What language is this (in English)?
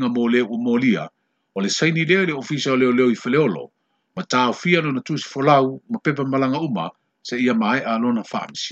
Samoan